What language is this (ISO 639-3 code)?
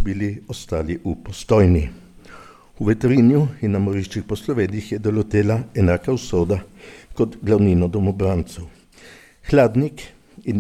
slv